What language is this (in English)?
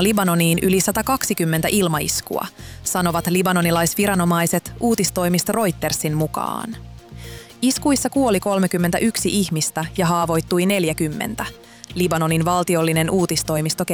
Finnish